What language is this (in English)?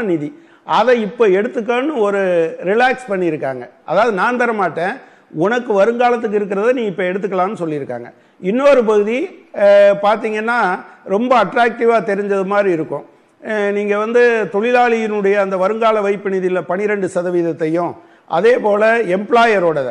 Tamil